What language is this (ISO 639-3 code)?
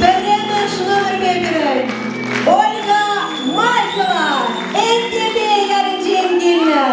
chv